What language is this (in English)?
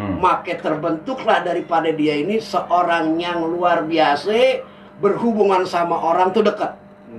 Betawi